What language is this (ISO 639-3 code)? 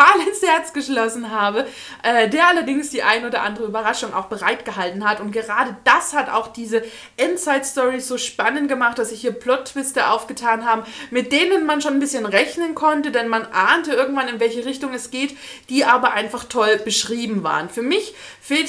deu